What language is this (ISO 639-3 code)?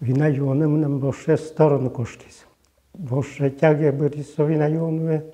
udm